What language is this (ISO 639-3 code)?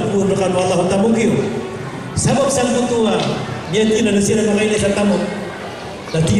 mrw